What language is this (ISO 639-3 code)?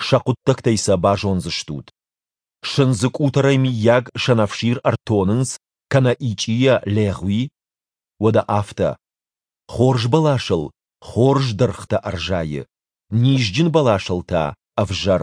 oss